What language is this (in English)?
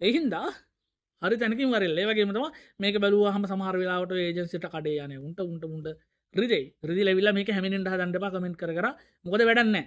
Sinhala